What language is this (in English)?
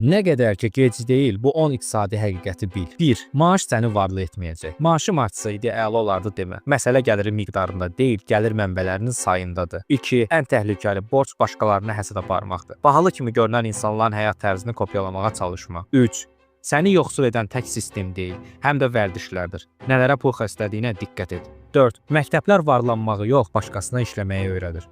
Azerbaijani